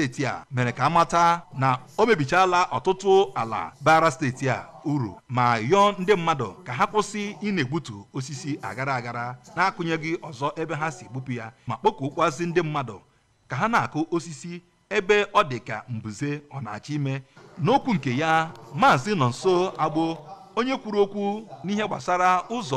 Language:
Igbo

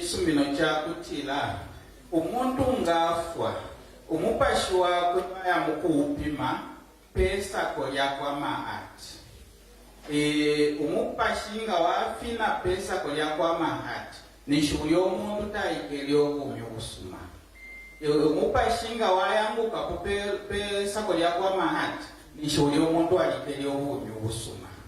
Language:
Bemba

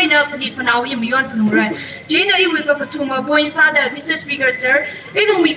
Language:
Tangkhul Naga (India)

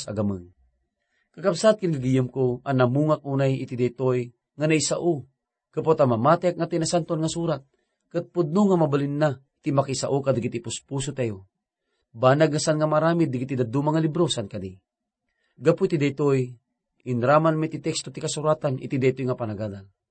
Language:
Iloko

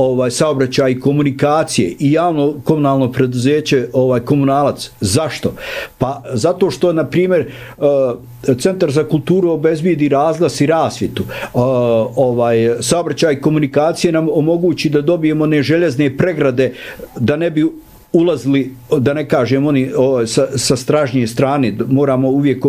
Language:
Bosnian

